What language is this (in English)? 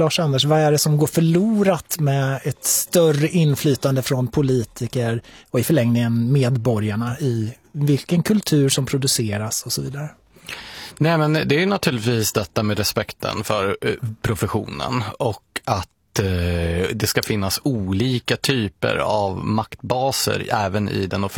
Swedish